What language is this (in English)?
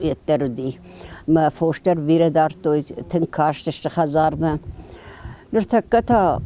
Ossetic